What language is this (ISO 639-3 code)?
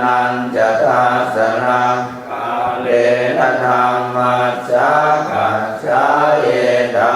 pli